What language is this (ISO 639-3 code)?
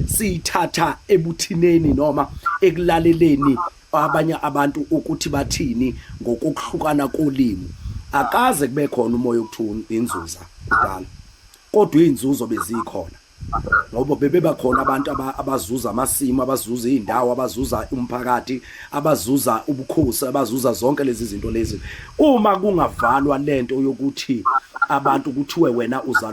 zul